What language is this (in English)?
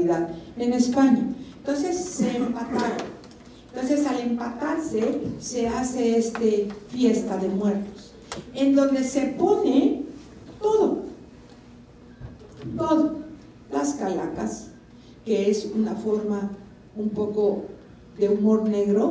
Spanish